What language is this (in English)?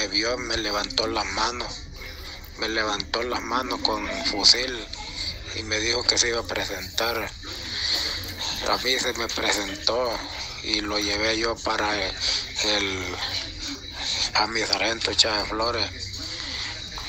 Spanish